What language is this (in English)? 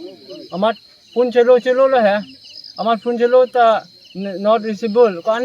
Karbi